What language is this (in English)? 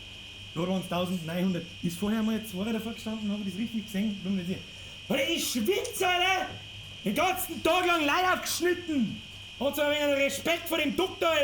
Bavarian